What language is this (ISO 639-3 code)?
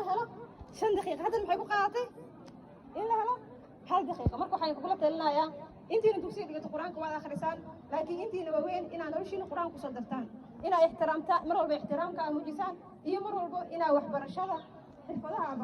som